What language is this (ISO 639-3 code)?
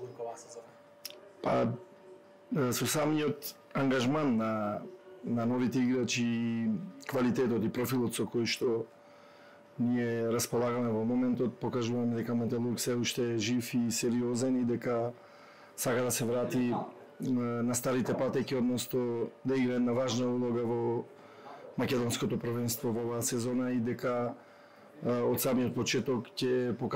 mkd